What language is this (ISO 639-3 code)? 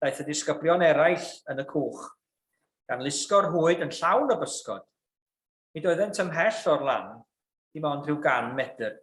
cym